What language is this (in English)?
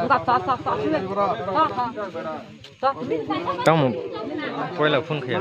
Kok Borok